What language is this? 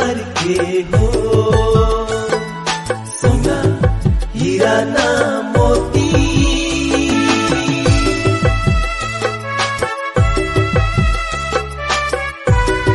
Sadri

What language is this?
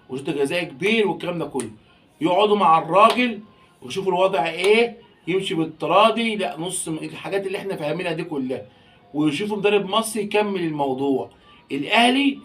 Egyptian Arabic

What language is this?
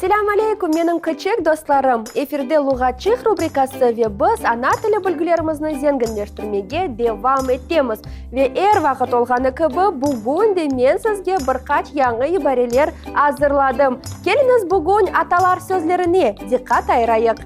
Crimean Tatar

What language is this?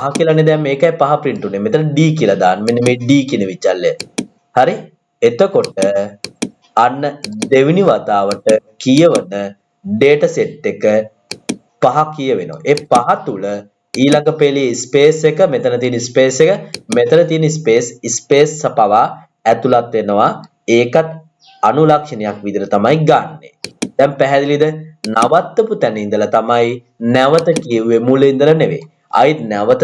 Sinhala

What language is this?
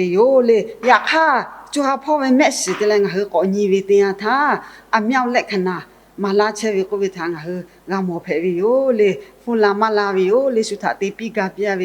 Lahu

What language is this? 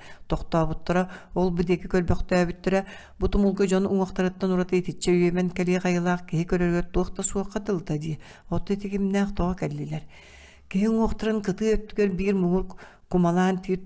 Yakut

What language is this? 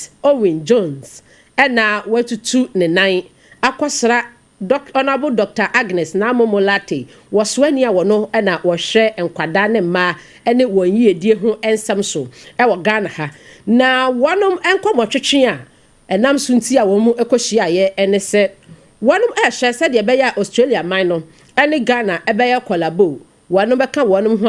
Akan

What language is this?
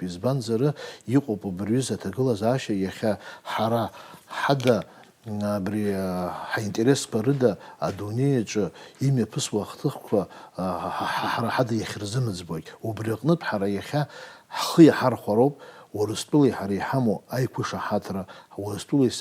Abkhazian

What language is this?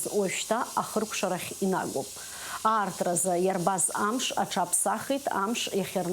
Abkhazian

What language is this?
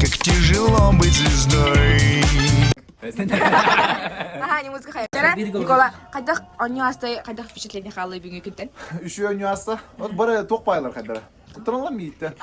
Yakut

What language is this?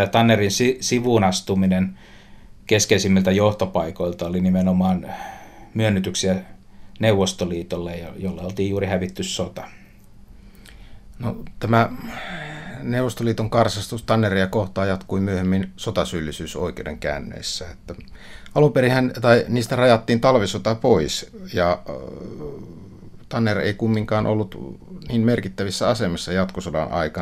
Finnish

